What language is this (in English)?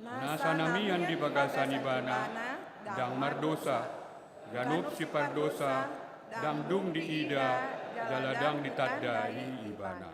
Batak Toba